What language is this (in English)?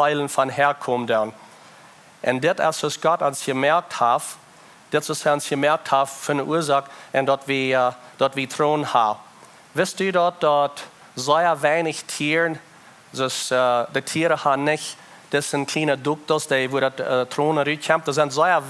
Plautdietsch